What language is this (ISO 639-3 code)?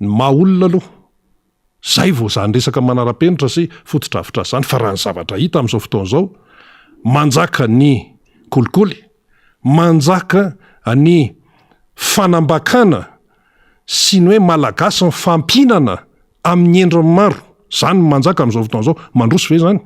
mlg